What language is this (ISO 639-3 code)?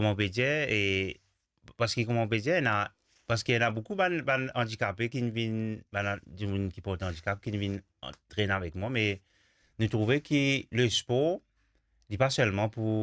mfe